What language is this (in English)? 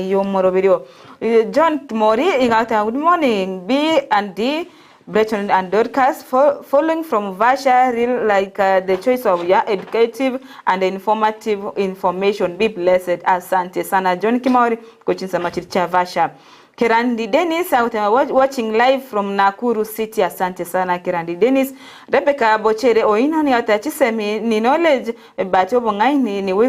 Gusii